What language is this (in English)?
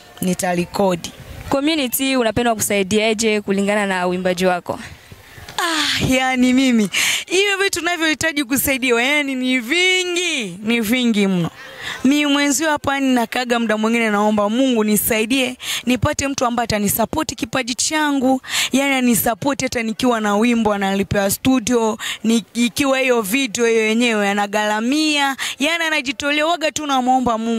Swahili